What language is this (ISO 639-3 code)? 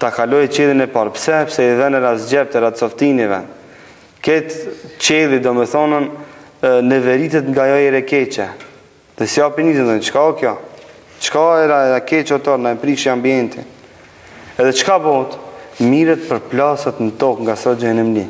sqi